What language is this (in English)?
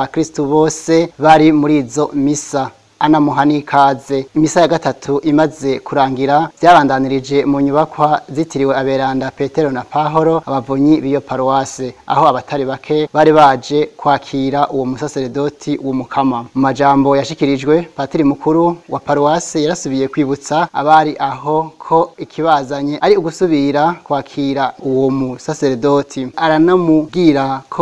Rundi